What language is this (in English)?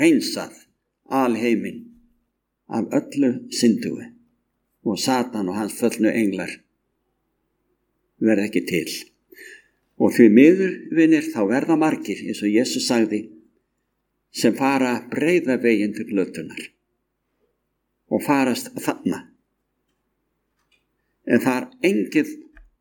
Icelandic